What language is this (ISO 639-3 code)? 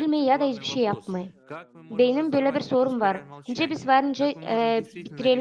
gag